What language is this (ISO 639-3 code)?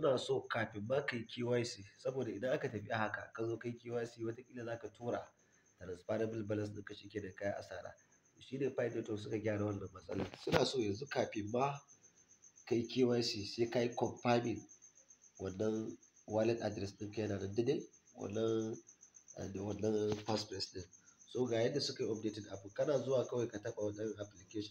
hau